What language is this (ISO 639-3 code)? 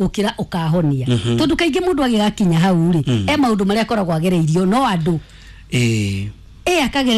kik